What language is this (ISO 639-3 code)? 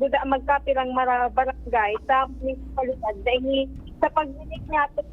bik